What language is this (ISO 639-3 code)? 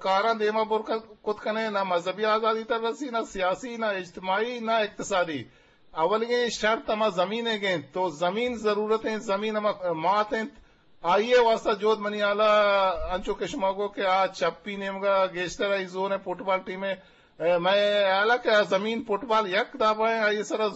bgp